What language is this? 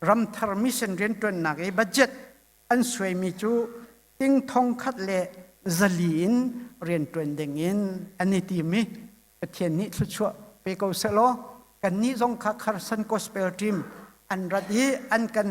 Hakha Chin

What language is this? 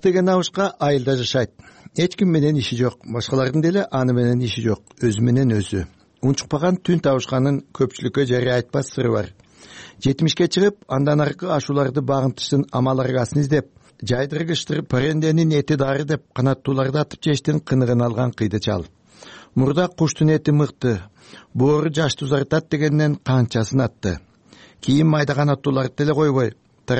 Kyrgyz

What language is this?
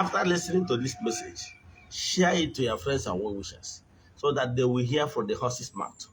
Igbo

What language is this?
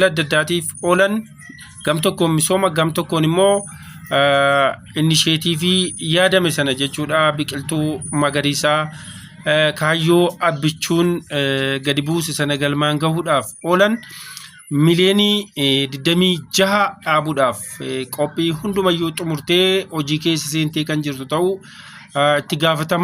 Oromo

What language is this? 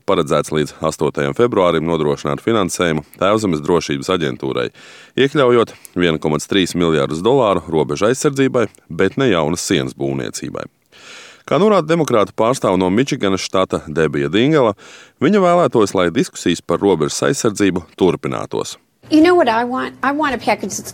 Latvian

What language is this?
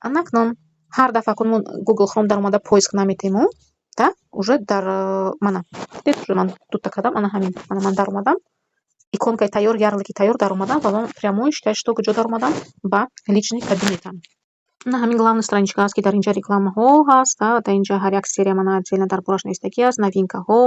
Tajik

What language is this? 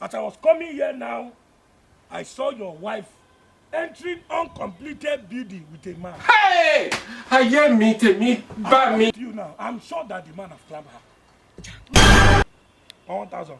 Nigerian Pidgin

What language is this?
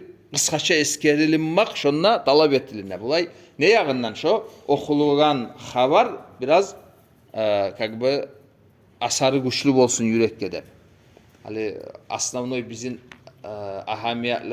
Kumyk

